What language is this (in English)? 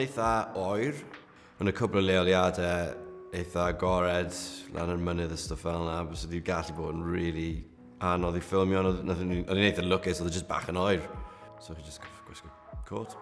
Welsh